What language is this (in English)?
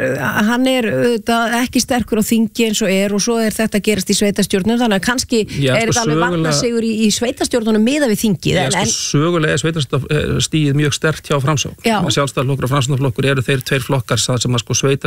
Icelandic